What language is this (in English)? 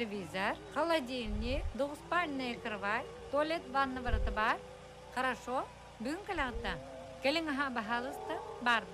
Yakut